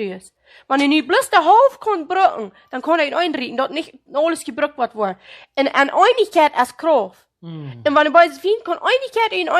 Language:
Plautdietsch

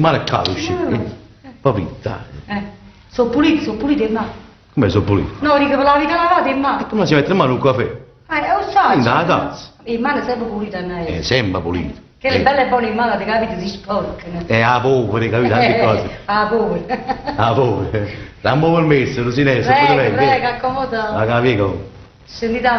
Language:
Neapolitan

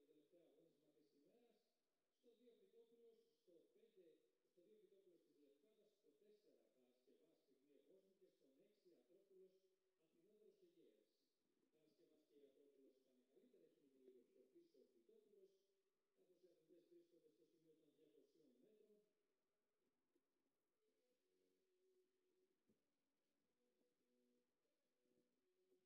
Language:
Greek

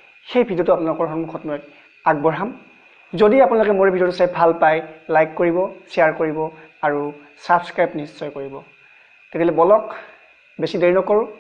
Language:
Assamese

